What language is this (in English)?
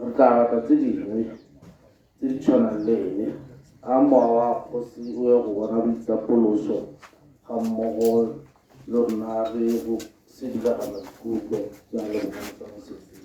Tswana